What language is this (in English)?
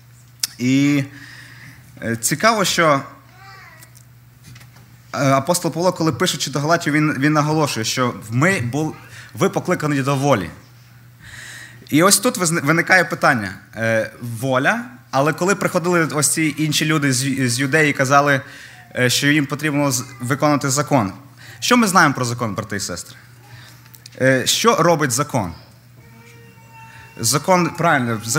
Ukrainian